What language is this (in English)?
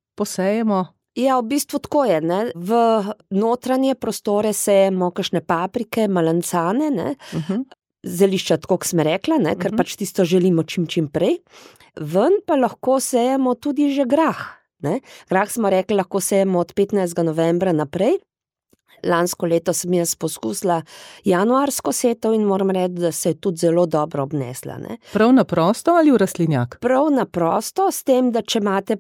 Slovenian